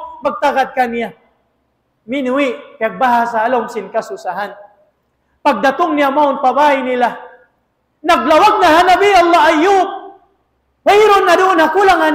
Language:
Tausug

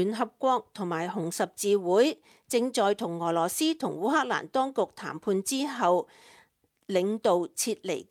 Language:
Cantonese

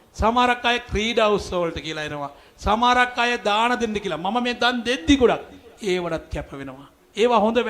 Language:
Sinhala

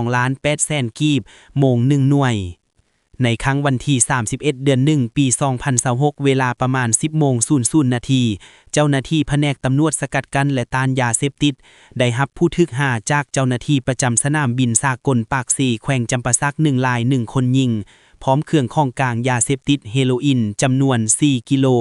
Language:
Lao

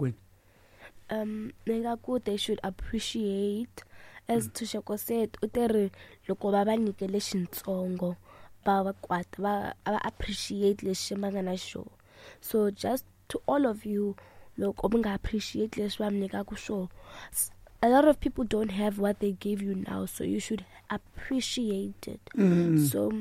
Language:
Tsonga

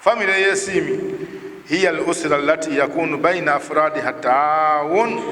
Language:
Ganda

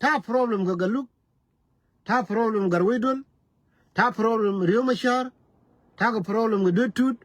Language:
Nuer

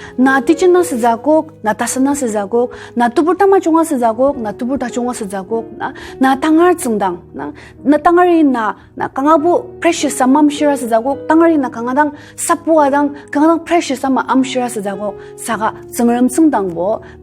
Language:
Ao Naga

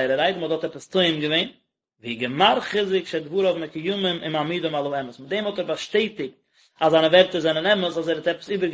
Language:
Yiddish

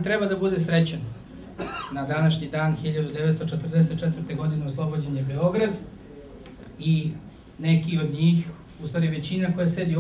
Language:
Serbian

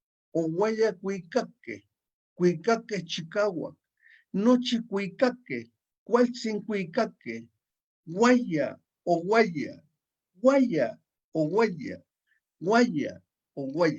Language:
Eastern Huasteca Nahuatl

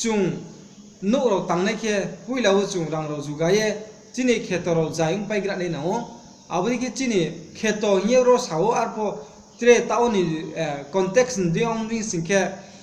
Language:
Riang (India)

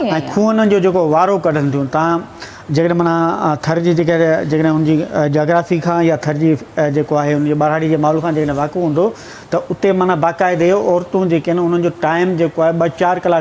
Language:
Sindhi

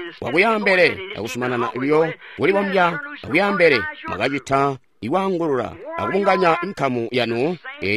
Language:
Tonga (Zambia)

